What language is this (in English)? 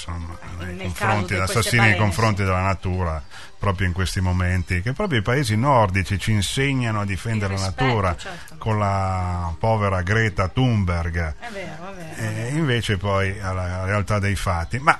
Italian